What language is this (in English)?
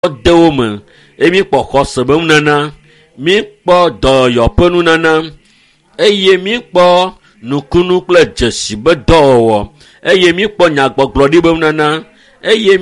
Ewe